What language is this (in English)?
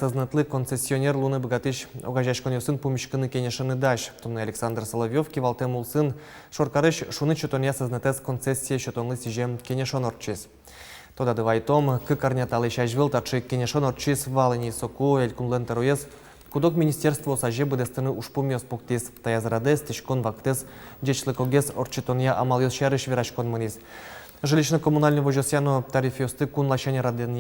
Udmurt